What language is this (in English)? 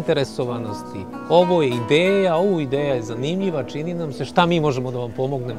Serbian